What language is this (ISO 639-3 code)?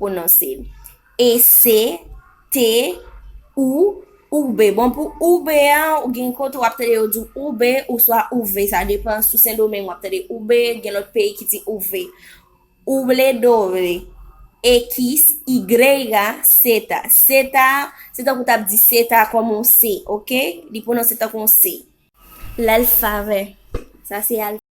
hat